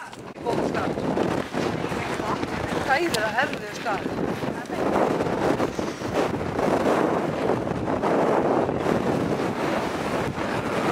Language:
Icelandic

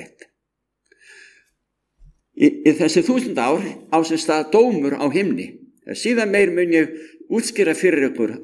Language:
Icelandic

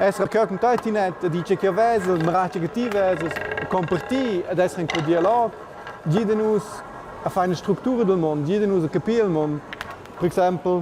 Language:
Romansh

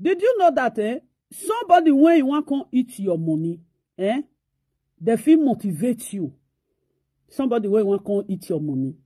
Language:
Nigerian Pidgin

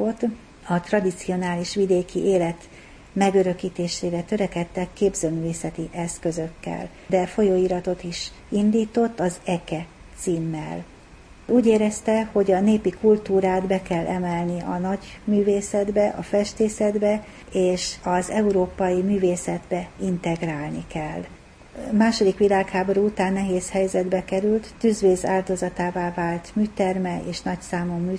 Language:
Hungarian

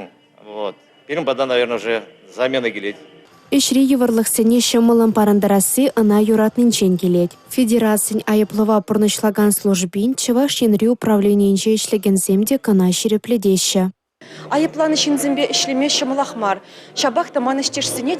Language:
Chuvash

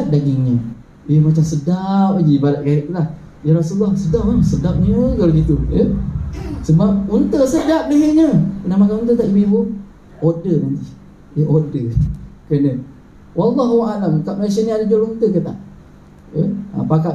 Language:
Malay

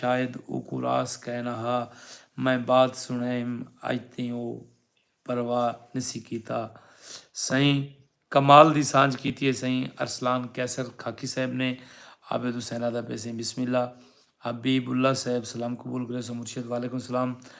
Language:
Saraiki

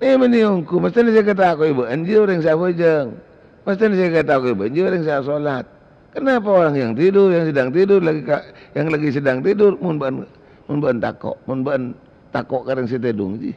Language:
Madurese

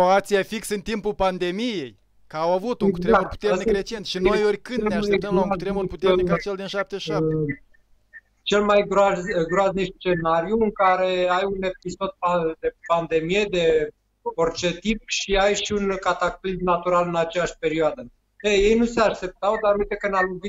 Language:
Romanian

